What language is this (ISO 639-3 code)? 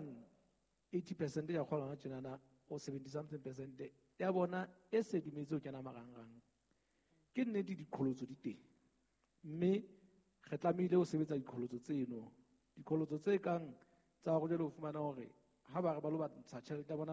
sot